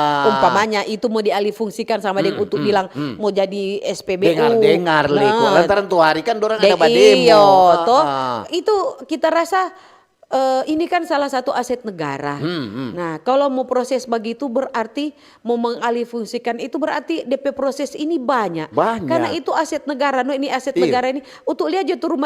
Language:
Manado Malay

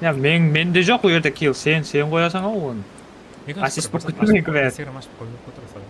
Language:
Kara-Kalpak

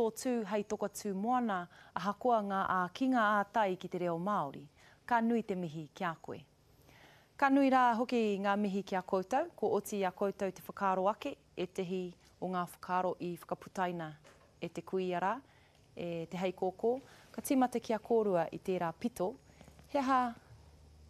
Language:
Māori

